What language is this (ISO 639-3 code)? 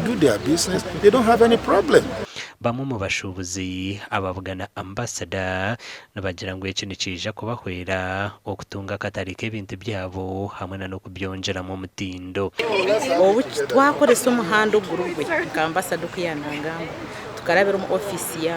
nyn